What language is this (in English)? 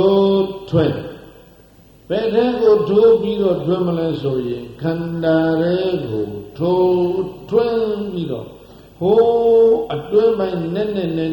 Burmese